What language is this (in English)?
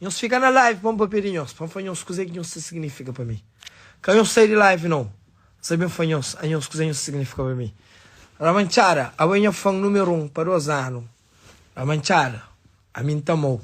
Kabuverdianu